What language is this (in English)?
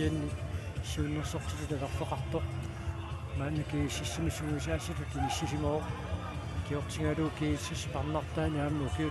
Kalaallisut